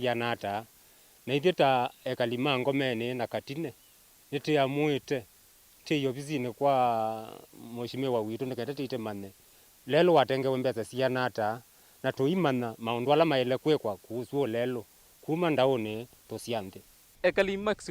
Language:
Kamba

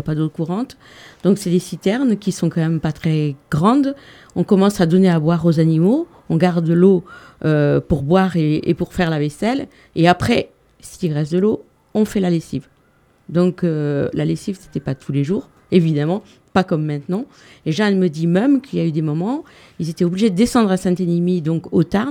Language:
French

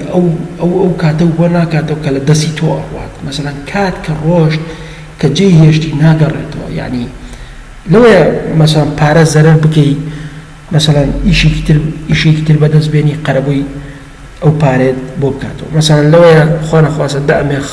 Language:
Central Kurdish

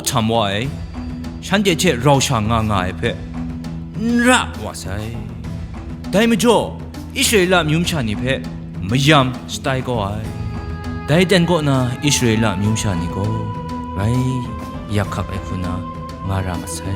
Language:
Kachin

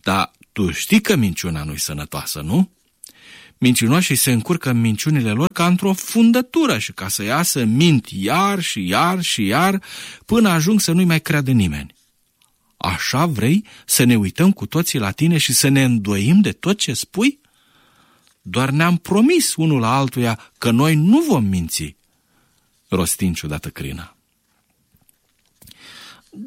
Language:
Romanian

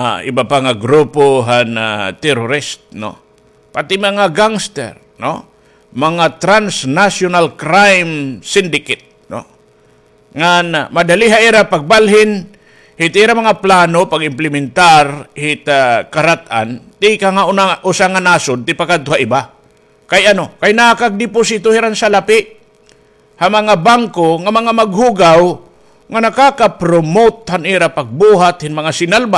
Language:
Waray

